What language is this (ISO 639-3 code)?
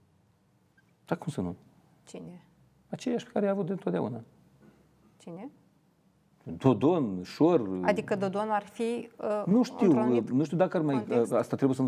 ron